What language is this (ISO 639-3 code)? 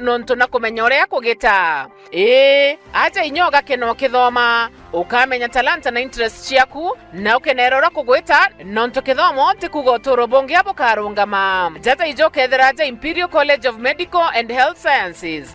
mer